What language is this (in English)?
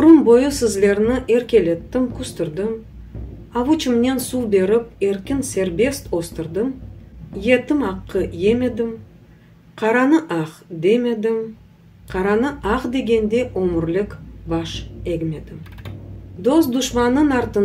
Crimean Tatar